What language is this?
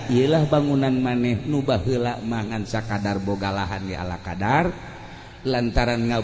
Sundanese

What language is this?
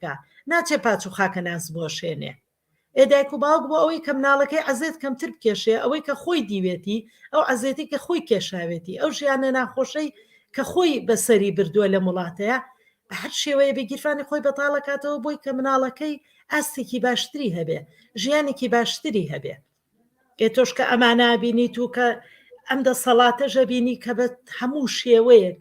Central Kurdish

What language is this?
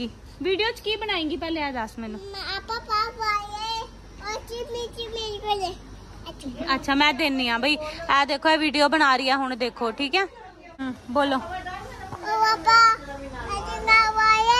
Punjabi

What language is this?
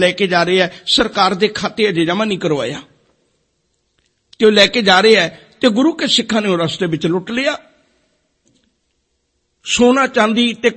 Punjabi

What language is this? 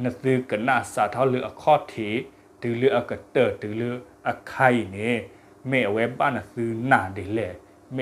S'gaw Karen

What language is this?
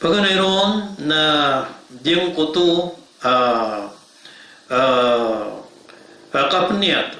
Maranao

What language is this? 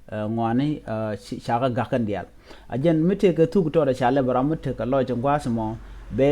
Nuer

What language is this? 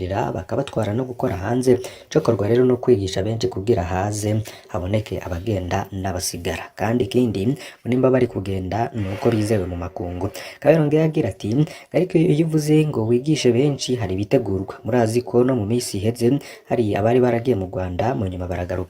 Rundi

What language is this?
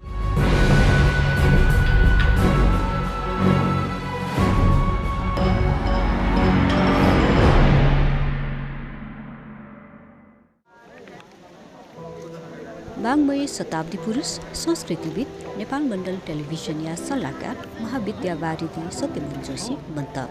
Newari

